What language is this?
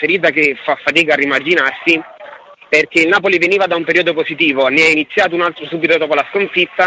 Italian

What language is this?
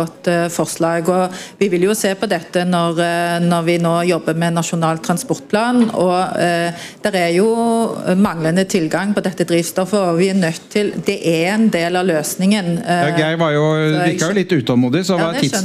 Norwegian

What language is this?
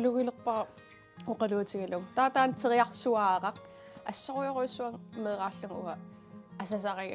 Kalaallisut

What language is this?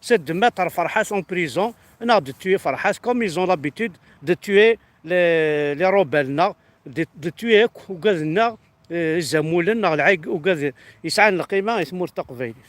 Kabyle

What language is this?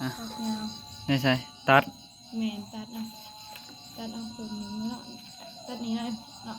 Northeastern Thai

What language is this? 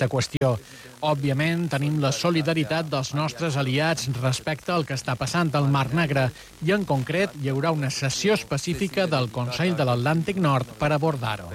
Catalan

